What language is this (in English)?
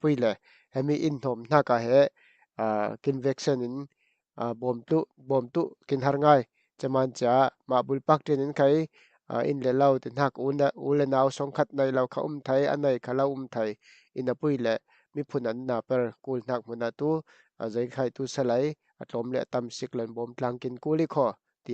Falam Chin